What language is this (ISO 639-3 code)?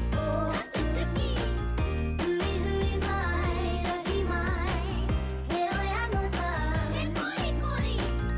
mri